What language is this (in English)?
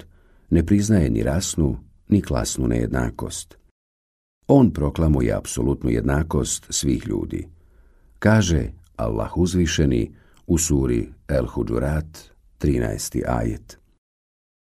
Bosnian